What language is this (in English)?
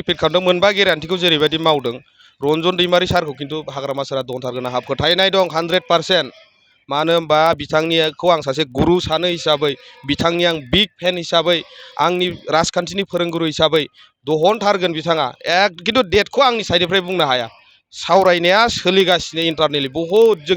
Bodo